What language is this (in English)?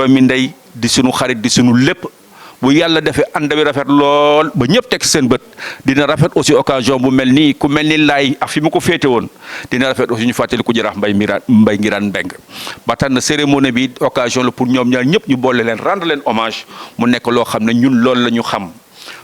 Wolof